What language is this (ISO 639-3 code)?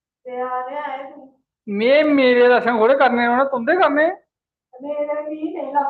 doi